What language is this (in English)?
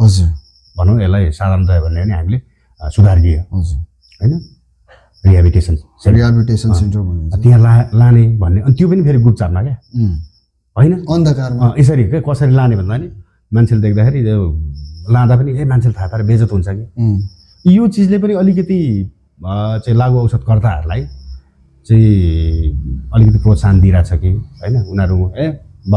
Nepali